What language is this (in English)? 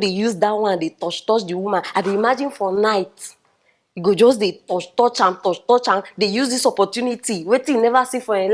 Nigerian Pidgin